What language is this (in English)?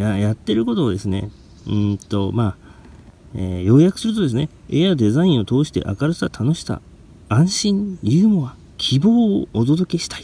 Japanese